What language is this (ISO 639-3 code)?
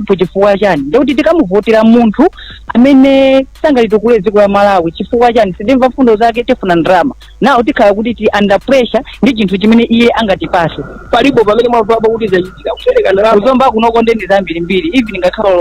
nya